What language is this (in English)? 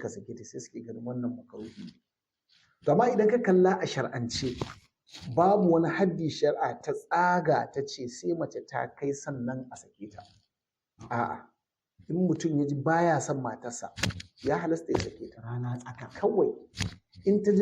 Hausa